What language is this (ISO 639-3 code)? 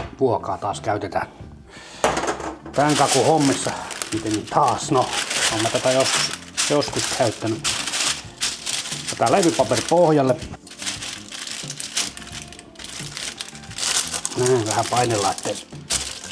fin